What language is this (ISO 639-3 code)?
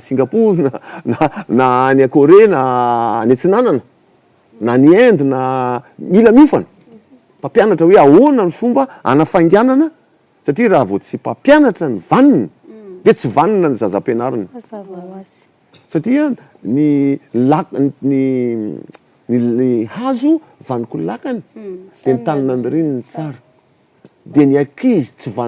mlg